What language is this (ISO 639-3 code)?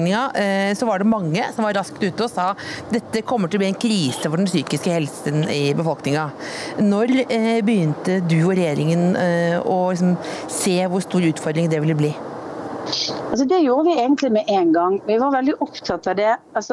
nor